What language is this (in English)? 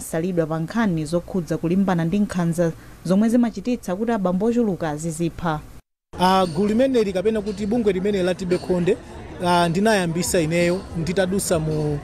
Nyanja